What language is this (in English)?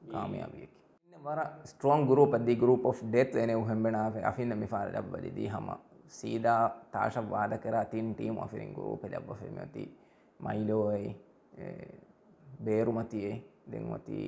Divehi